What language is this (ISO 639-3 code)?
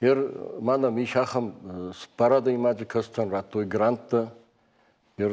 oss